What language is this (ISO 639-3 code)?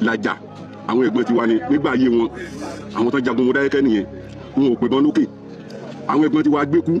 yor